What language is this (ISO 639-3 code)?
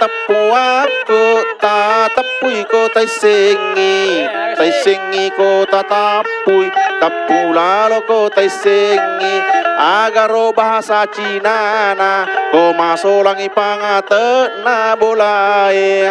bug